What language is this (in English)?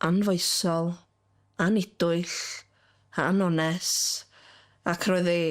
Welsh